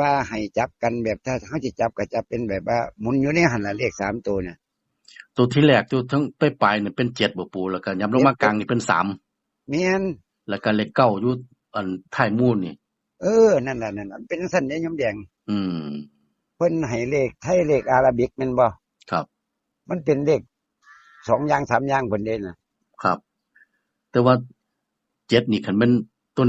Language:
Northeastern Thai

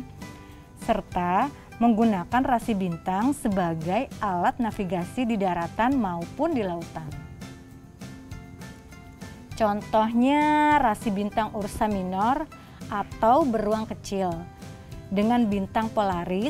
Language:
Indonesian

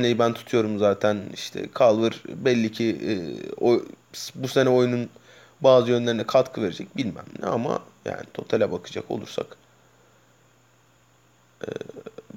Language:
Turkish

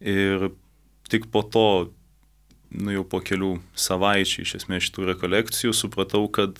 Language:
Lithuanian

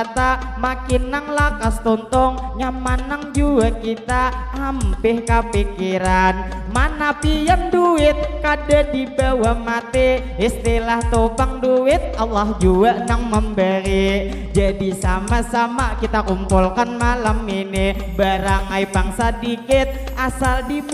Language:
Banjar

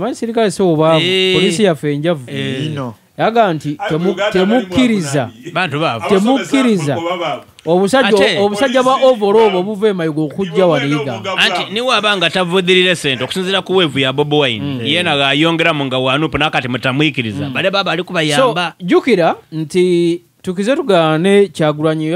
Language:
Ganda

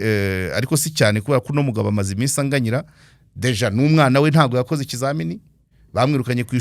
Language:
Kinyarwanda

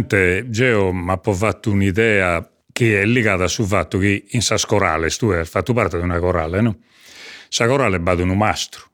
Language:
Sardinian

